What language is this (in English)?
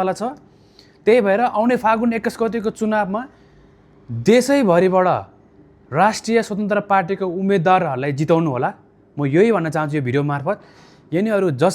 Nepali